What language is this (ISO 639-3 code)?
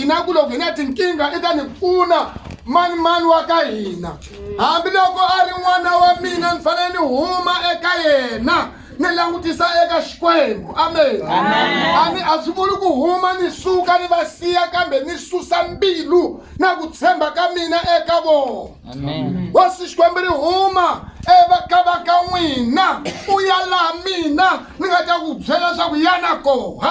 tso